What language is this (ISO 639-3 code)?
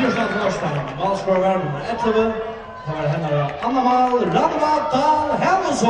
fao